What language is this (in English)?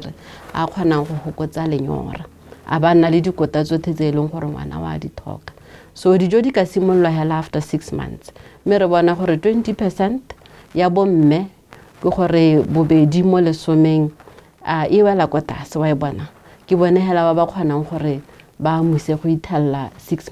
Tswana